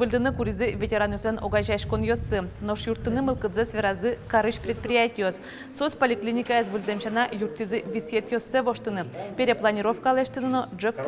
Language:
Udmurt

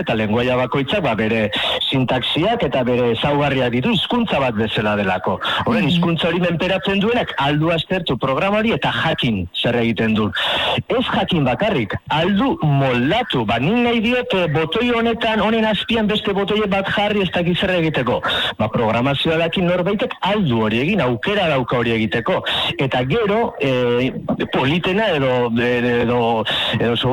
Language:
Basque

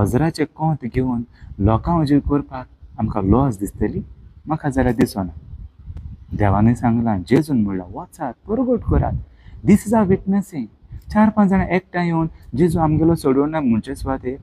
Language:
Konkani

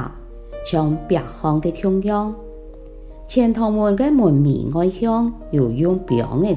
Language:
Hakka Chinese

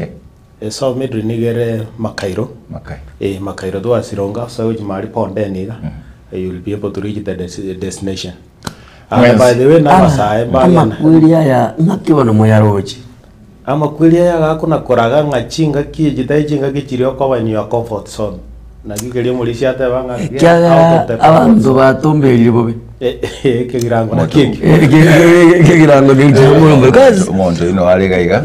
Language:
Gusii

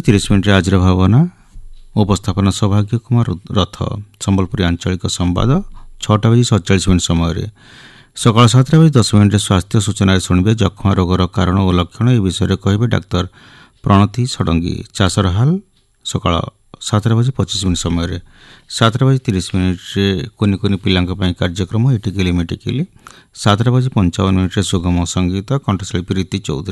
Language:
Odia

